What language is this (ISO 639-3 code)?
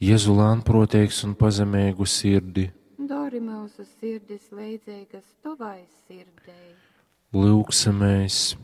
ltg